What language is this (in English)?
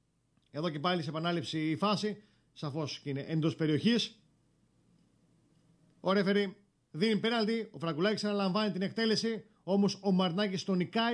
Greek